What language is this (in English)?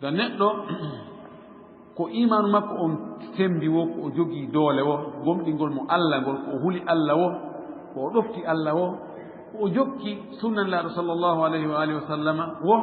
Fula